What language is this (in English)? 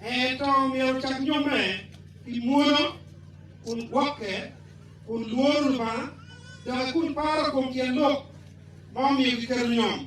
Acoli